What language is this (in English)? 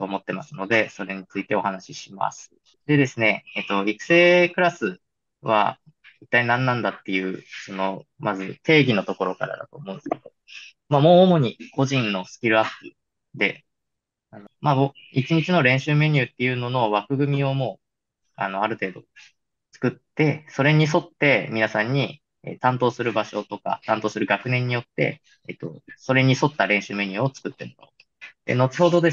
Japanese